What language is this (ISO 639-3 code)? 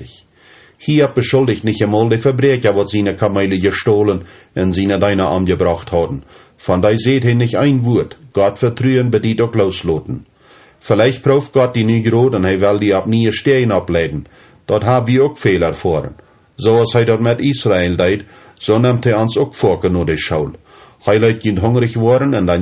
pdt